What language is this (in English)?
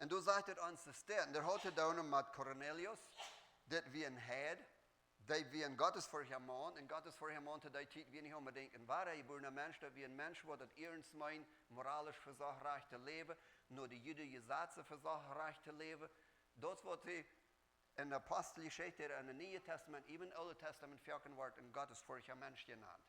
Plautdietsch